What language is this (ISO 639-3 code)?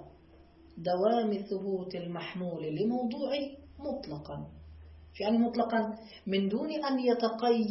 ara